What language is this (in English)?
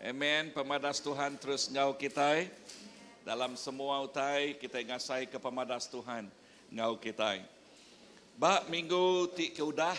Iban